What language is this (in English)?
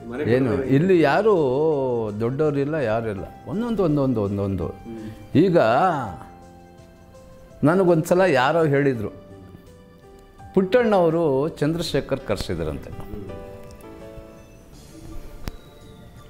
Kannada